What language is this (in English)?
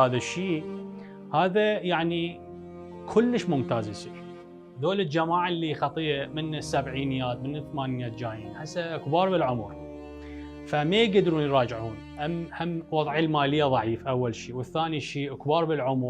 Mesopotamian Arabic